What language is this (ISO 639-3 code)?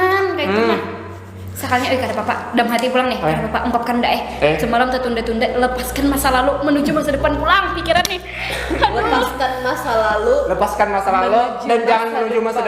bjn